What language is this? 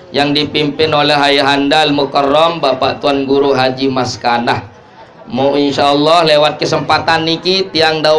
Sasak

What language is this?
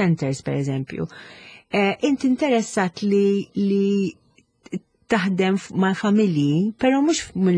Maltese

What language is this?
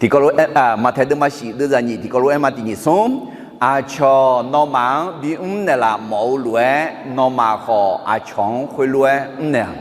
Akha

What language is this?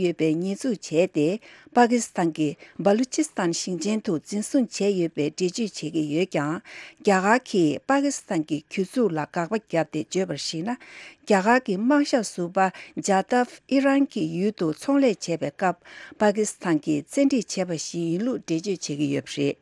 Tibetan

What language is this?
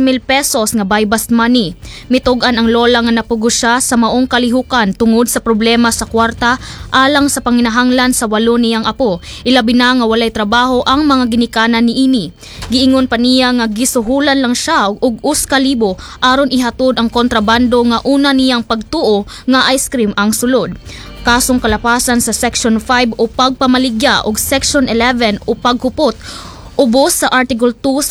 Cebuano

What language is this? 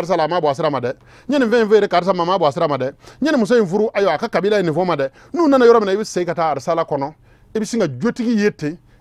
Bambara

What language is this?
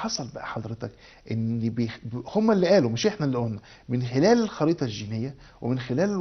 Egyptian Arabic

